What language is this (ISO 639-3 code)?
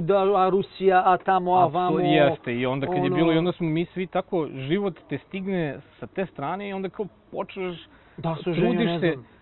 srp